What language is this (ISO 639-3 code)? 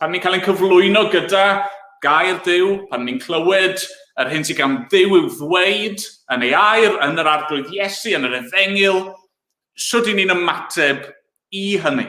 cym